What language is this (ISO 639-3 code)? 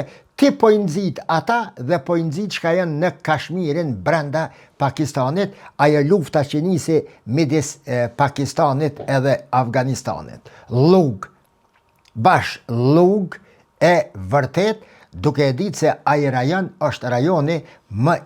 sqi